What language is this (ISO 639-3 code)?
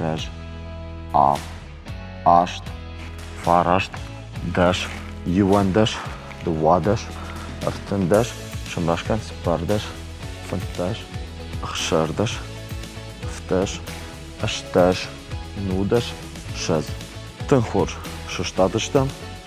oss